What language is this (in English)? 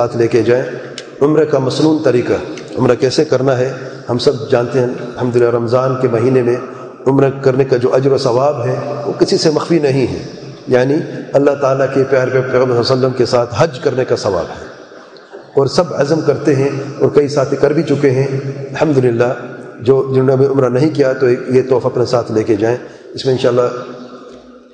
Urdu